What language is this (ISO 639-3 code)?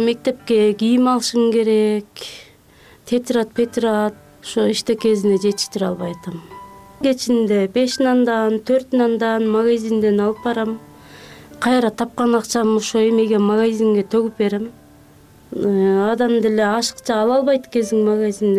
kir